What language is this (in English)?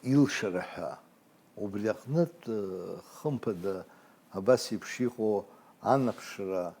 Abkhazian